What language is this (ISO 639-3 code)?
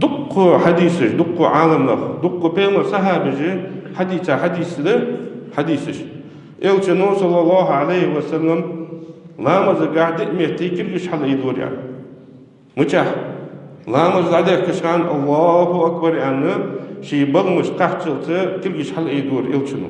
inh